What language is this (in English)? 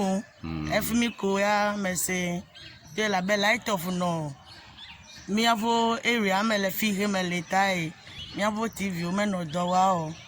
Ewe